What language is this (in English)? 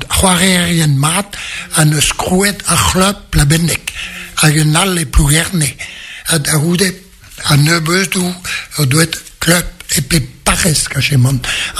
Breton